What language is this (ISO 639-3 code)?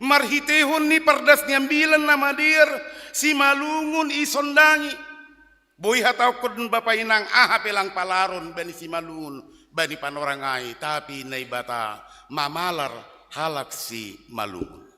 bts